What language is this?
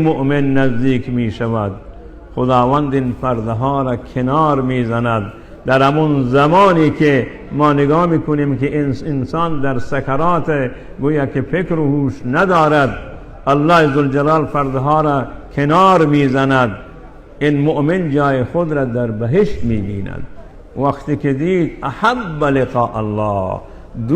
Persian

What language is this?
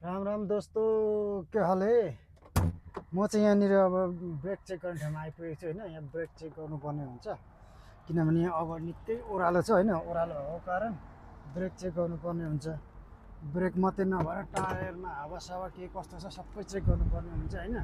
Nepali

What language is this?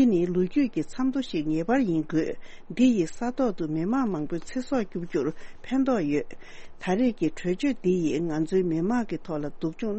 Tibetan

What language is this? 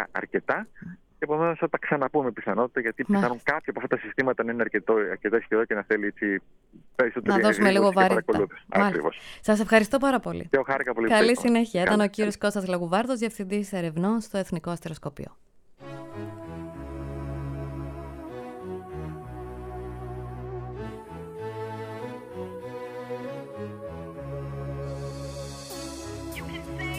Greek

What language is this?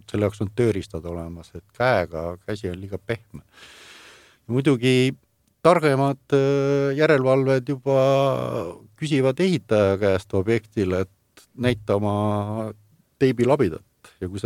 Estonian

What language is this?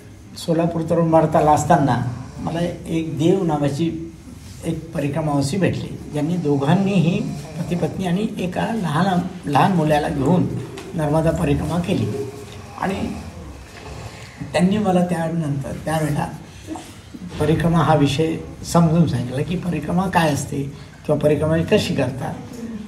Marathi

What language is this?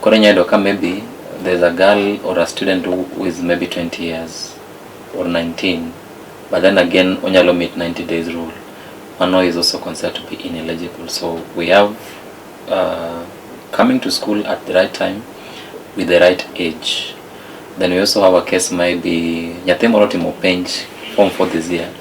Luo (Kenya and Tanzania)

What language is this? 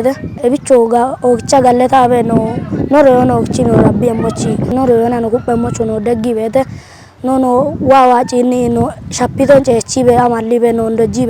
Kafa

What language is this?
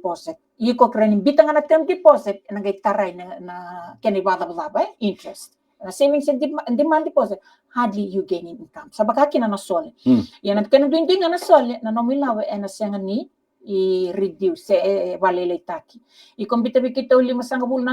Fijian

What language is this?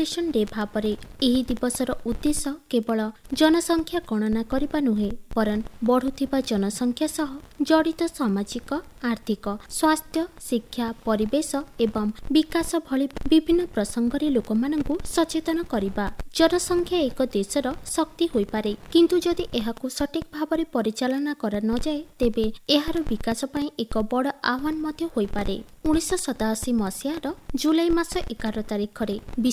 Odia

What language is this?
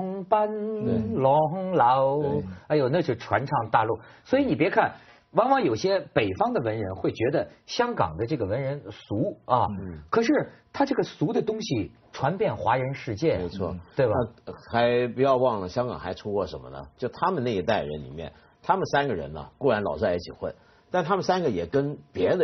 Chinese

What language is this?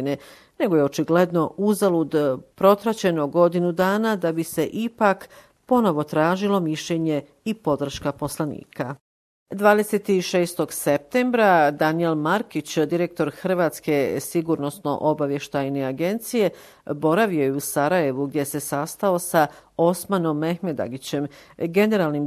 Bosnian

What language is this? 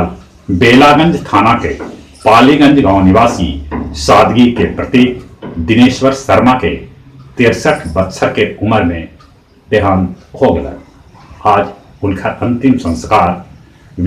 Magahi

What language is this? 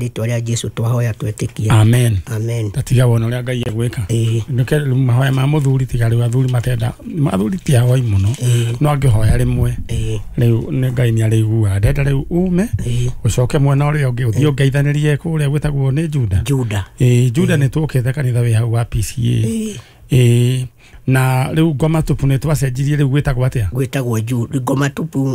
Kikuyu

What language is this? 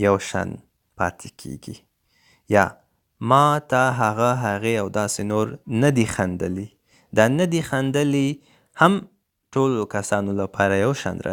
Pashto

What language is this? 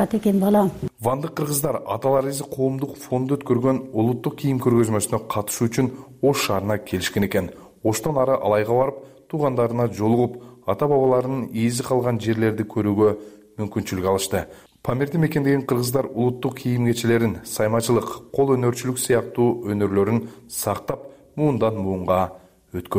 Kyrgyz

